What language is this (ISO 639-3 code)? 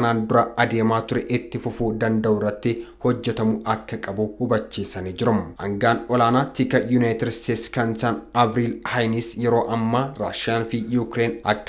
orm